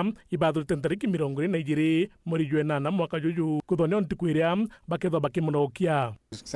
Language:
Meru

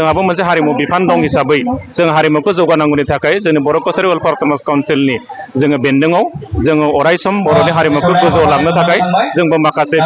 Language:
Bodo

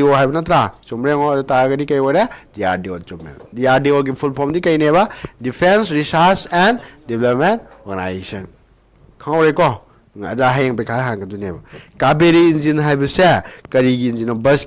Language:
Manipuri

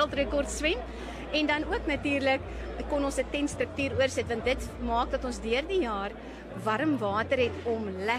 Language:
Afrikaans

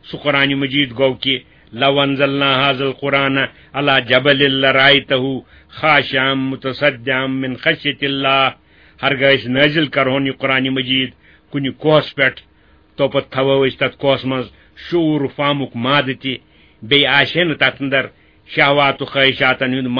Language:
Kashmiri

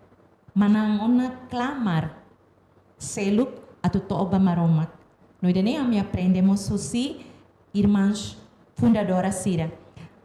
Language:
Tetum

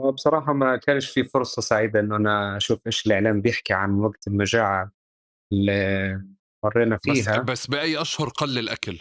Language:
North Levantine Arabic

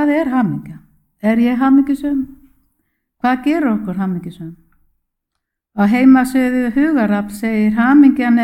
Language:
Icelandic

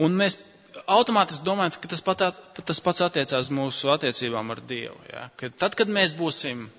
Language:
Latvian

